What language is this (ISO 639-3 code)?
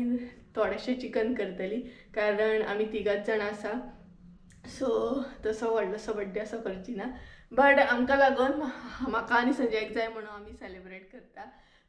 kok